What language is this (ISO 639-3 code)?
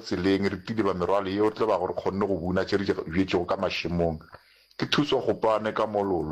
nso